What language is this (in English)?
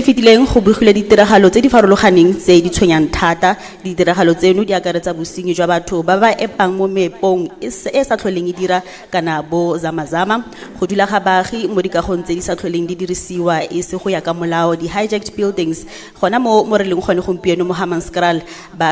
Tswana